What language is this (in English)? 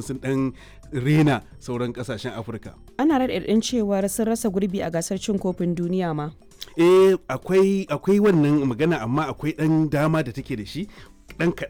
Hausa